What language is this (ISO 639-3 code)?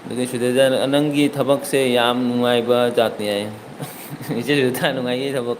mni